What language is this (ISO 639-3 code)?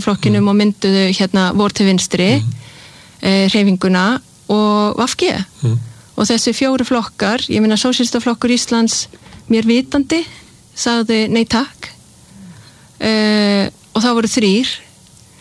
isl